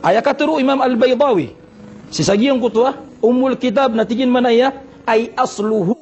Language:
Maranao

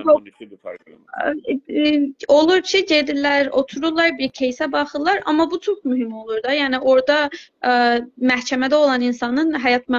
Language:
South Azerbaijani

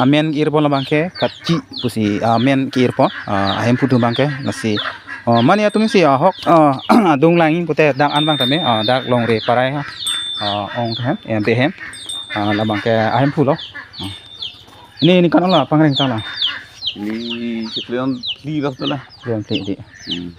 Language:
Karbi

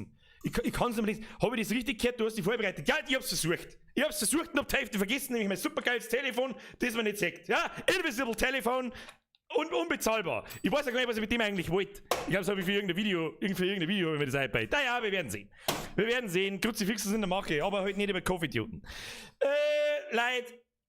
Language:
Bavarian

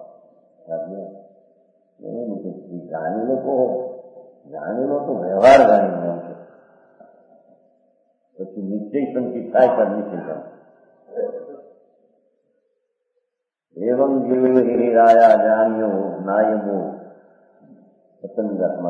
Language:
Gujarati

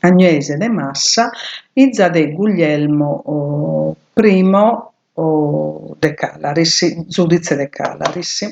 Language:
Sardinian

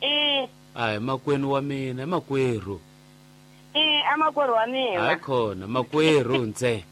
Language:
Tsonga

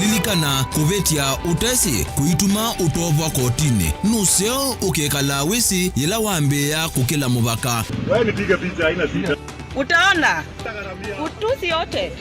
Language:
Kamba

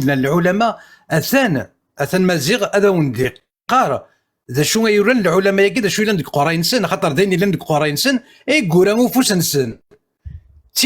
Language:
Kabyle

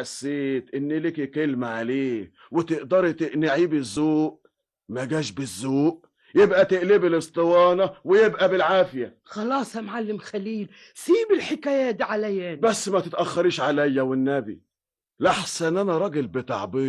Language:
Egyptian Arabic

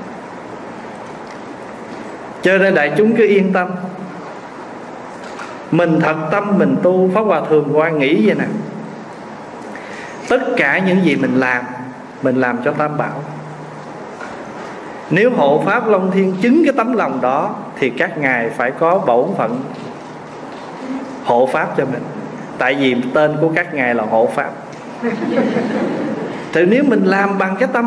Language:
Vietnamese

